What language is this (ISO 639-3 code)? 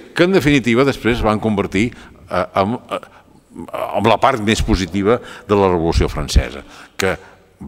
cat